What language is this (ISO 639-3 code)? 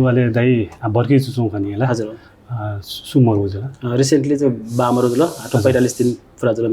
new